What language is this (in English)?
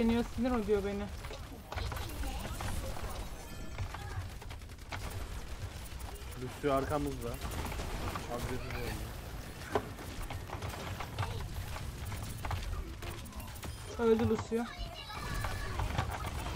Turkish